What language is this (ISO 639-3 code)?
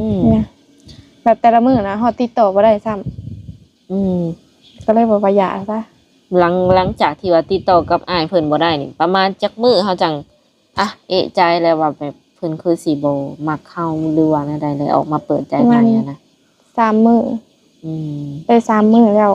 lao